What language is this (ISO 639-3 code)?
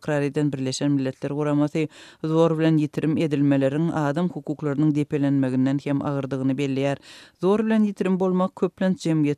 tuk